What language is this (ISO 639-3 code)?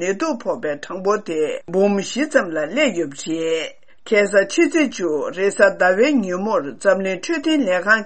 bod